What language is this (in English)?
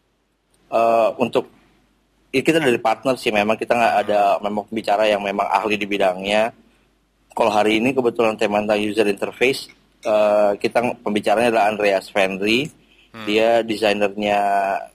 Indonesian